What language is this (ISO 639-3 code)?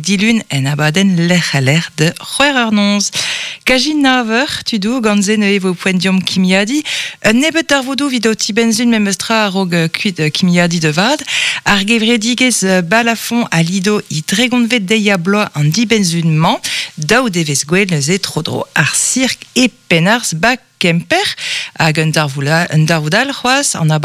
bre